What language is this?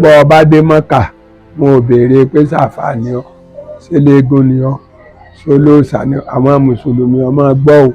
Yoruba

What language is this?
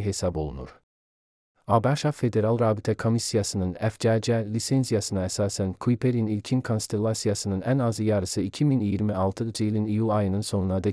Azerbaijani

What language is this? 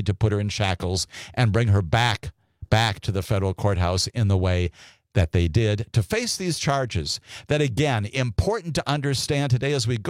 English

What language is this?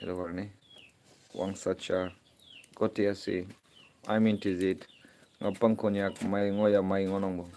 Naga Pidgin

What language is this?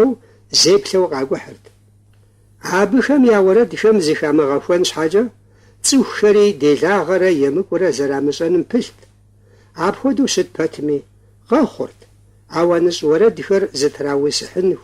Kabardian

